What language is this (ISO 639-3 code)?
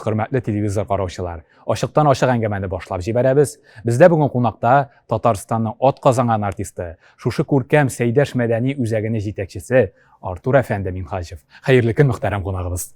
tat